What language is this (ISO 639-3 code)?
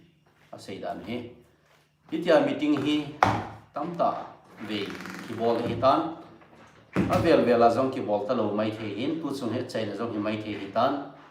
tcz